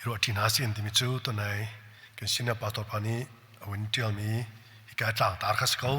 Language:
Hakha Chin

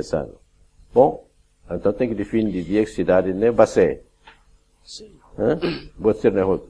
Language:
Tetum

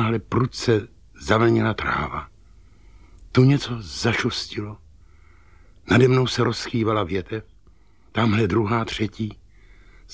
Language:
Czech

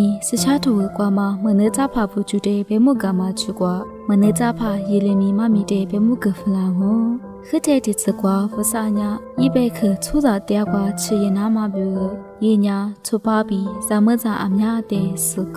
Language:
Lisu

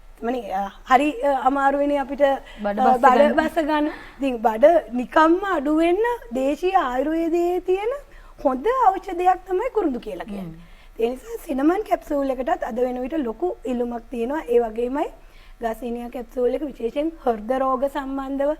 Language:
Sinhala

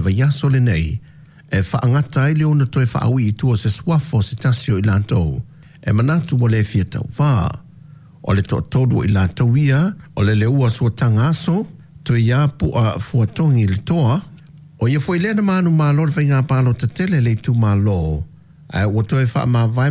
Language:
Samoan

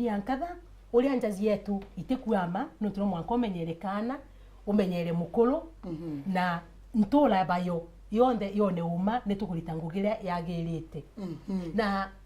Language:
Meru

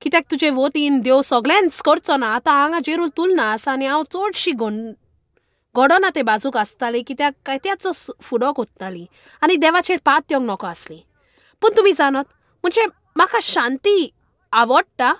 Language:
Konkani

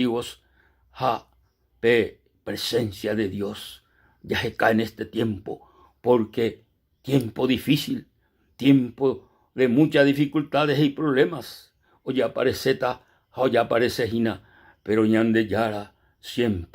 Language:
Guarani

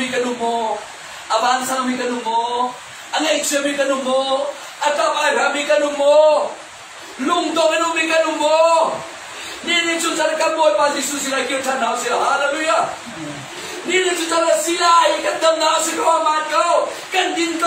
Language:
Hakha Chin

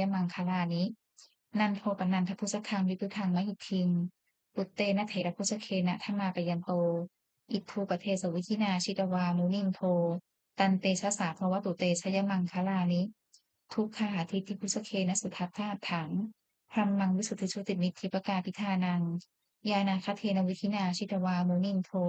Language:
Pali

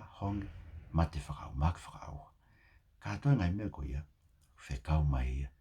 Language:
Tongan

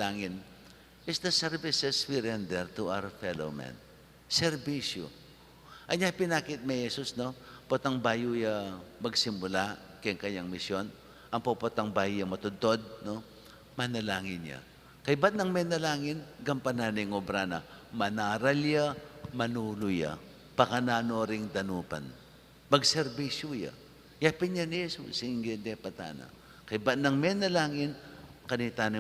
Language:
Pampanga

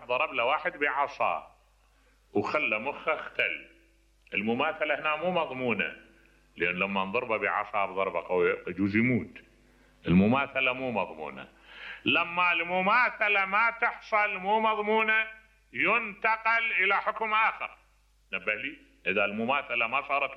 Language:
Mesopotamian Arabic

